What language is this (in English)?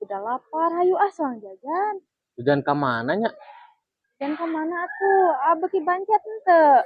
Sundanese